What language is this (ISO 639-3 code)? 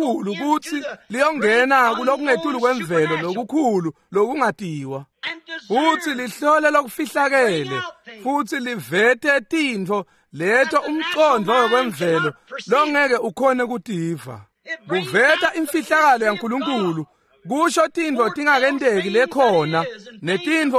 ssw